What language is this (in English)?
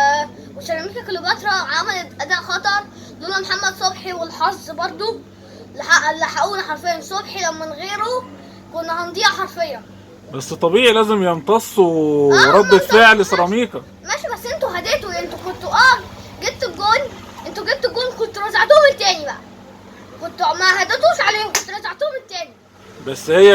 Egyptian Arabic